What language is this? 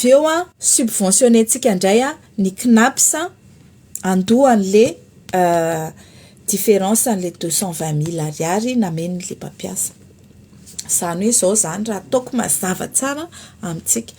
Malagasy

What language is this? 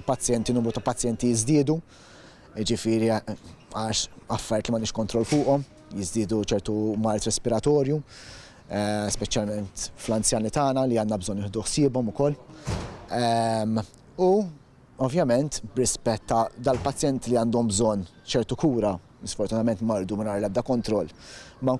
Maltese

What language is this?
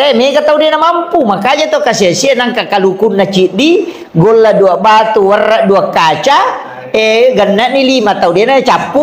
Buginese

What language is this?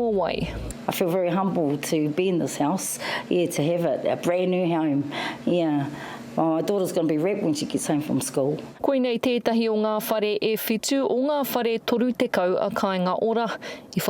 Māori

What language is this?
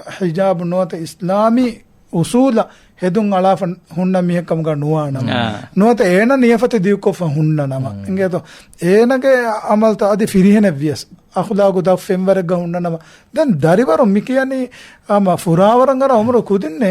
Divehi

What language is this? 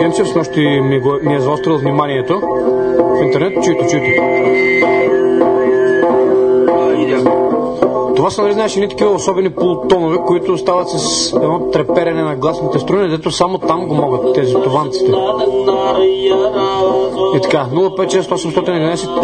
Bulgarian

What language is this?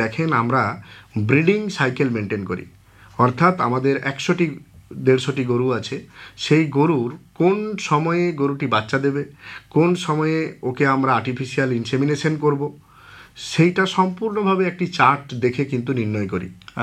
Bangla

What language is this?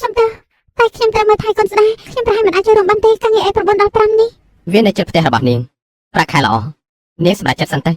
Khmer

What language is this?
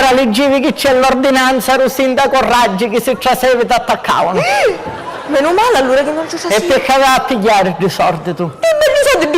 Sicilian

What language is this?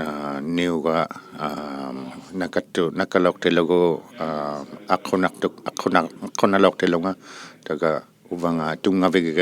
Inuktitut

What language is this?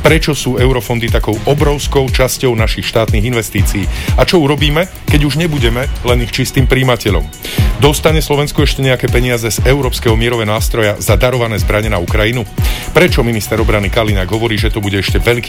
Slovak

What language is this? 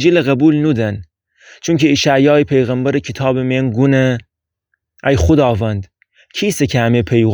Gilaki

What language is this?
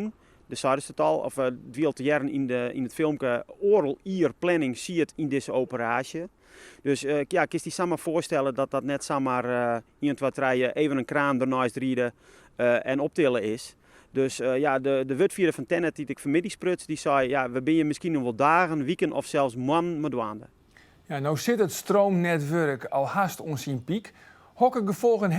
Western Frisian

